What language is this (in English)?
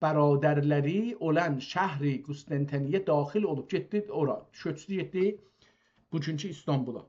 South Azerbaijani